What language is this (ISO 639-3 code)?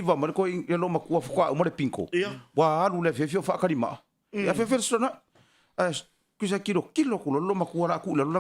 smo